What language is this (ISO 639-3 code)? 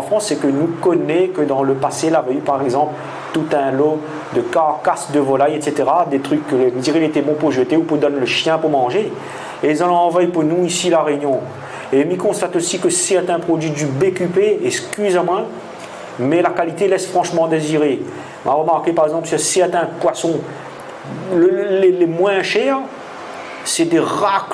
rcf